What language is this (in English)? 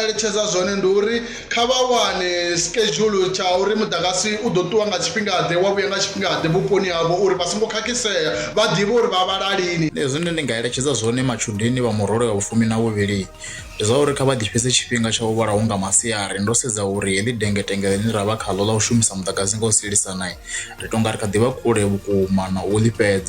Venda